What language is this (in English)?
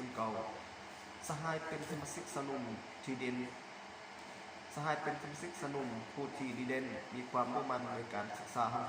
Lao